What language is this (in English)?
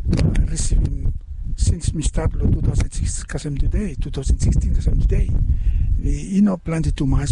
Bislama